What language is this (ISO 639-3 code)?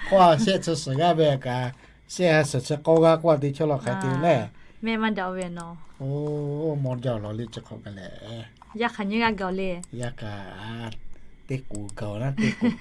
lhu